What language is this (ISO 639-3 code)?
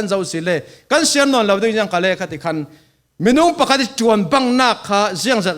cfm